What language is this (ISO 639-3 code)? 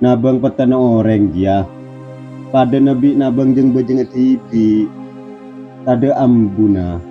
mad